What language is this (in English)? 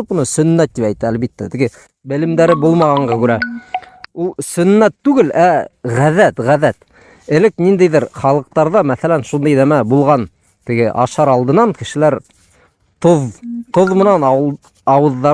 Bashkir